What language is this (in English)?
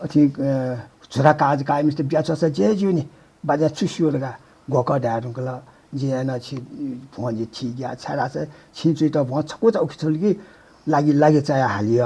Newari